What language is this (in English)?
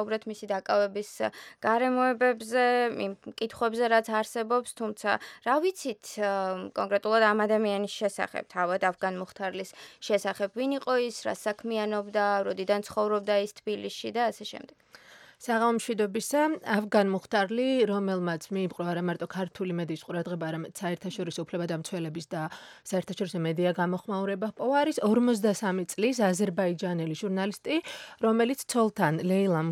Georgian